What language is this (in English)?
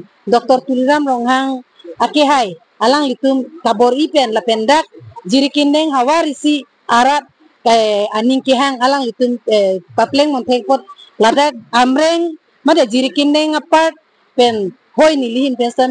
Karbi